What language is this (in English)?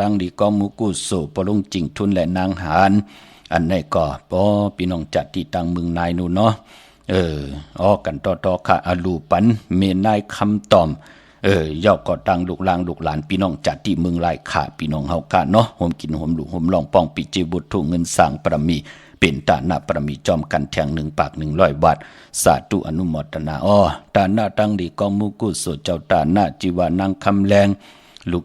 Shan